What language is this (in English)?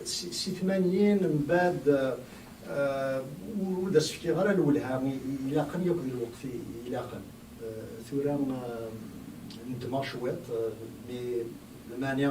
Kabyle